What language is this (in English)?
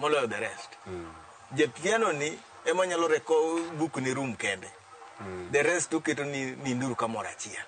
Luo (Kenya and Tanzania)